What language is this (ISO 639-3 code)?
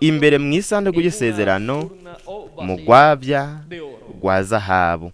run